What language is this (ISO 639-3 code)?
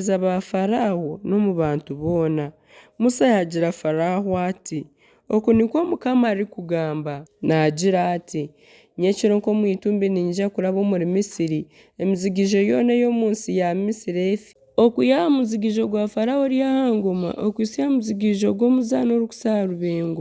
nyn